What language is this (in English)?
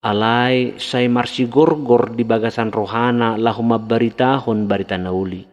Batak Toba